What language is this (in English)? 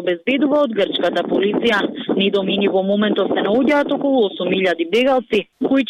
Macedonian